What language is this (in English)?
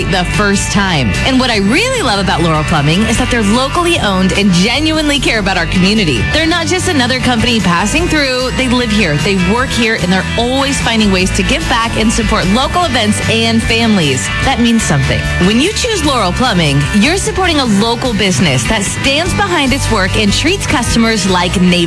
English